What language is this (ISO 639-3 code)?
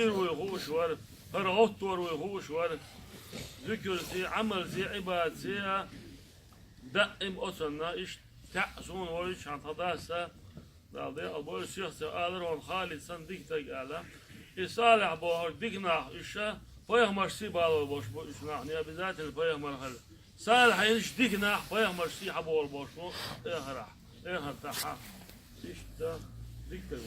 che